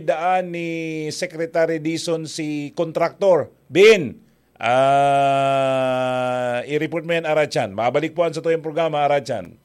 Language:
Bikol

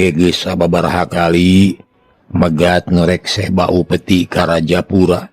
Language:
Sundanese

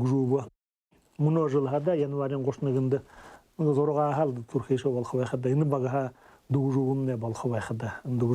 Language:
Buriat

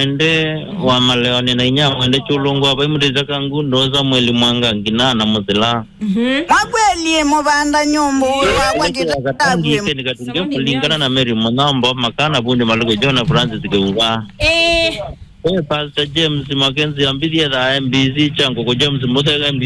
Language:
Kamba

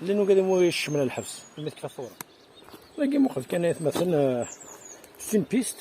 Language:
Kabyle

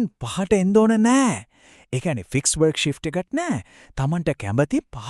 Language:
Sinhala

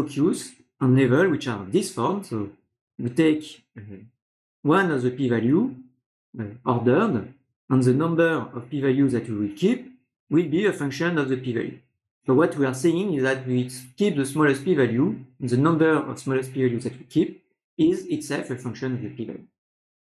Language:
English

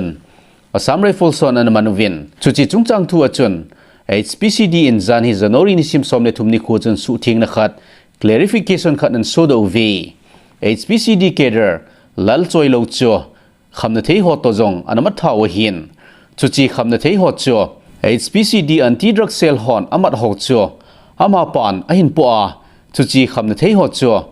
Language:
Thado Chin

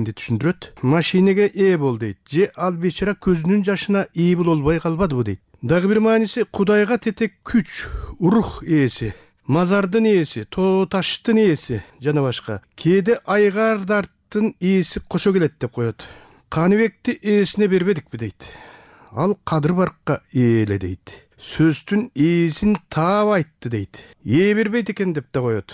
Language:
Kyrgyz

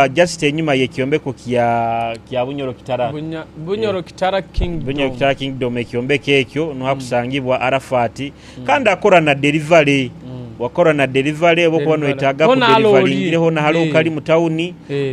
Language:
Nyoro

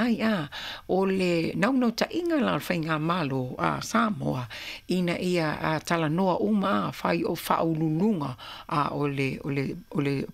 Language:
Samoan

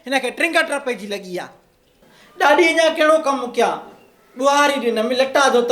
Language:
Sindhi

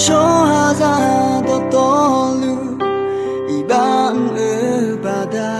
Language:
Akha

